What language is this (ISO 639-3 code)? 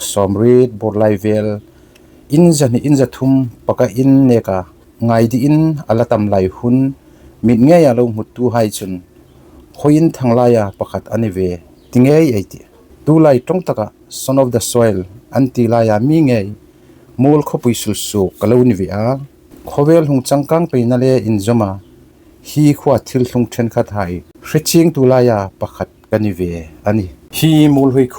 hmr